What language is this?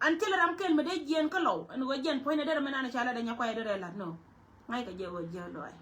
Nuer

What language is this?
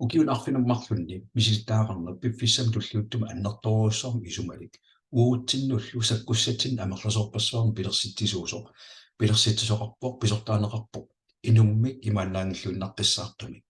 Kalaallisut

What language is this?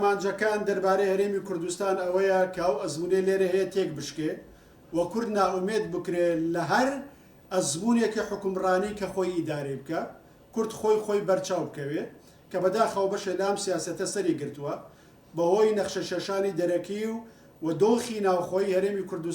Central Kurdish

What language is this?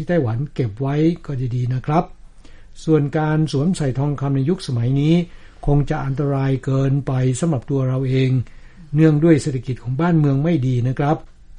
Thai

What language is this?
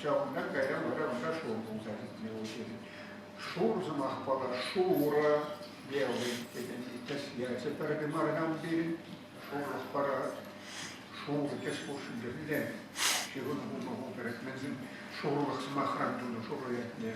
Chuvash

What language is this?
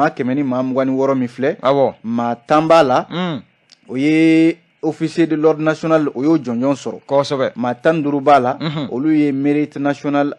Bambara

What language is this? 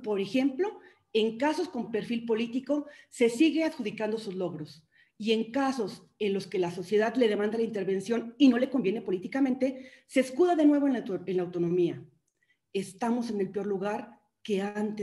Spanish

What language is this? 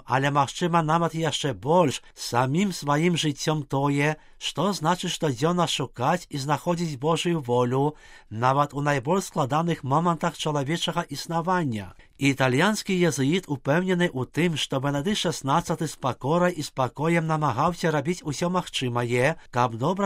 Belarusian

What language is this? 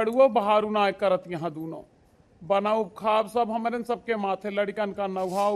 Awadhi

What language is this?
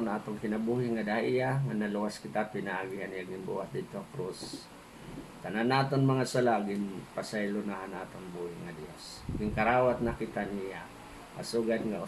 Waray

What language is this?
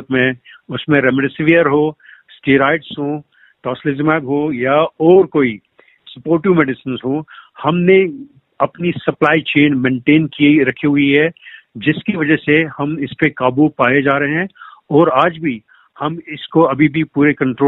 Hindi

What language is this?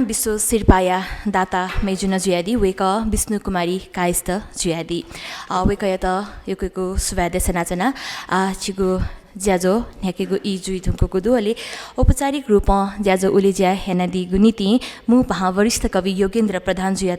Newari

